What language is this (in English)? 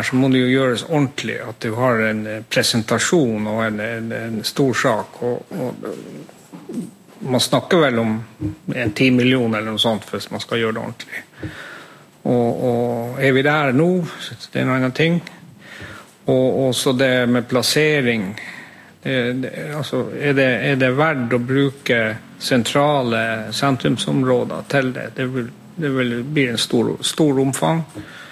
Norwegian